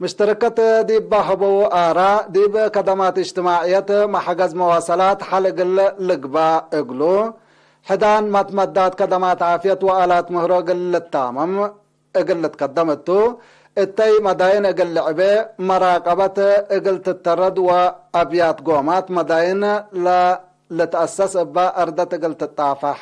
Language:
Tigre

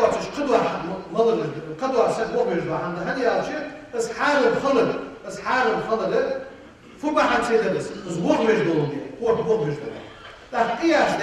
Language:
Ingush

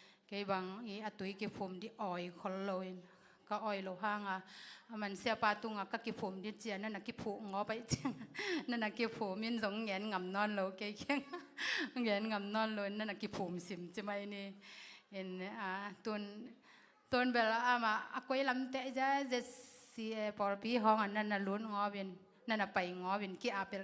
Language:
Tedim Chin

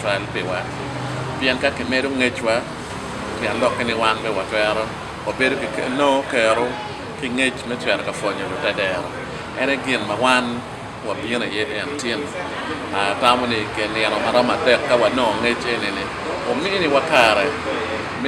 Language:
Acoli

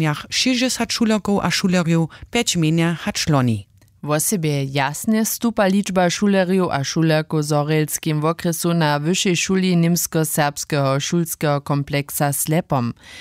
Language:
Upper Sorbian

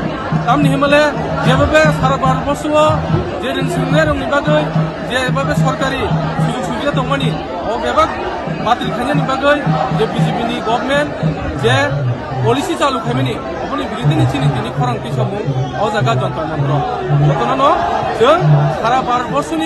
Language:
Riang (India)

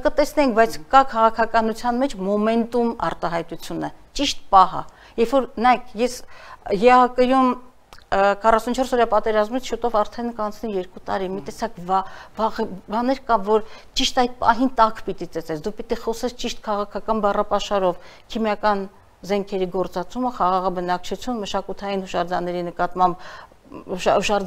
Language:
Armenian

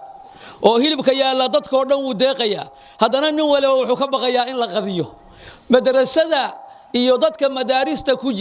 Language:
Somali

